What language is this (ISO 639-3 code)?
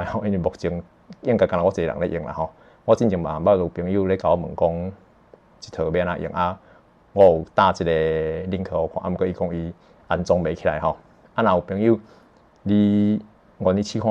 nan